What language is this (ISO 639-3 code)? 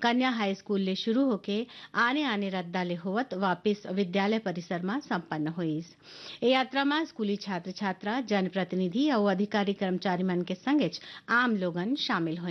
hne